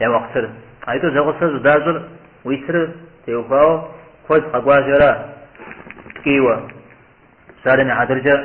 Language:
Kabardian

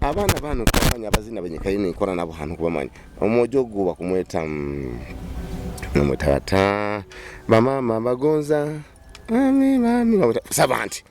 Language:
Nyoro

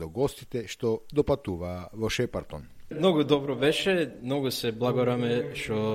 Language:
Macedonian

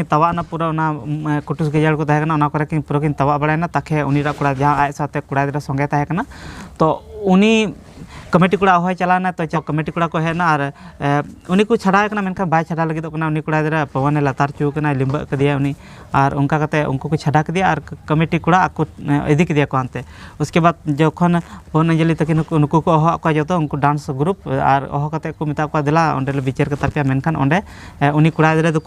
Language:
Santali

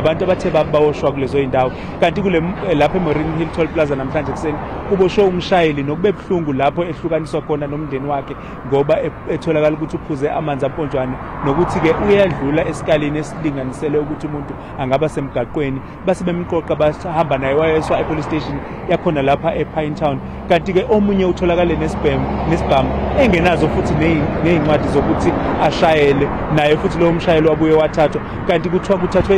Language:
Zulu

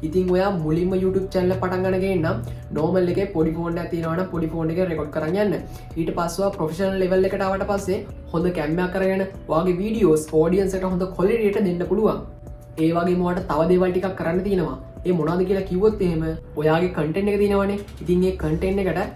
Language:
Sinhala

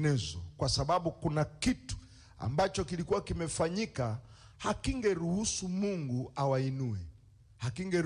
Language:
Swahili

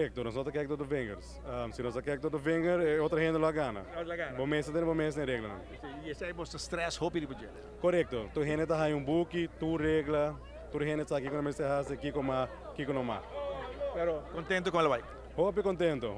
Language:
Papiamento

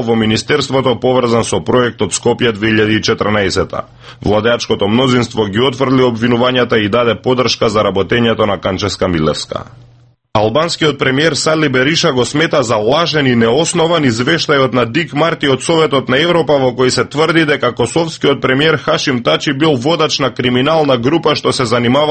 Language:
Macedonian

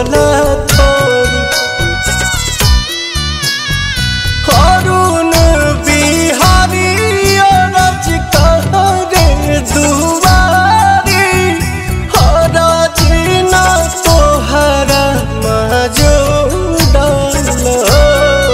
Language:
Bhojpuri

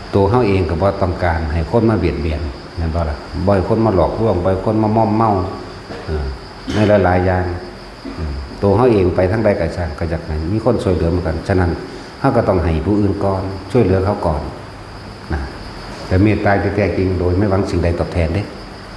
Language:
Northeastern Thai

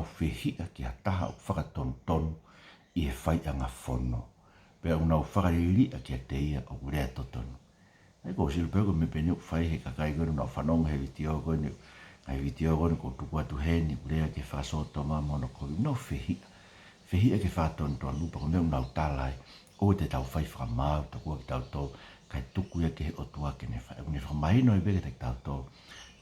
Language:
Tongan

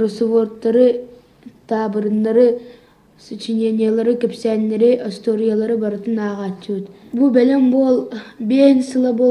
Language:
Yakut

